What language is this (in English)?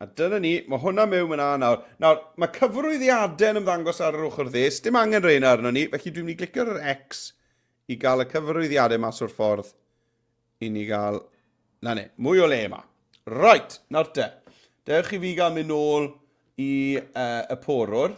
Welsh